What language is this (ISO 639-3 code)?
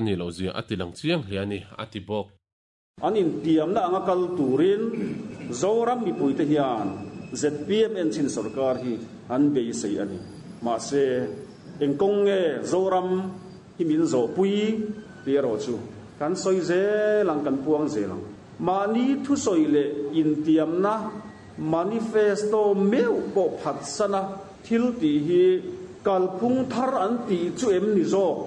lus